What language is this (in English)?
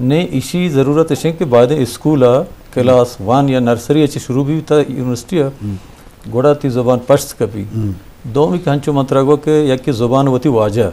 Eastern Balochi